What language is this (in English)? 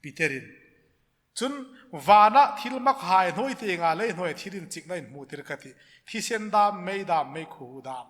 Hmar